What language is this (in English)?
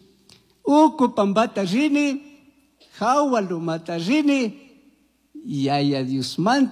Chimborazo Highland Quichua